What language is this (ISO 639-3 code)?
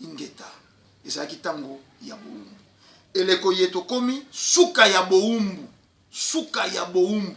lin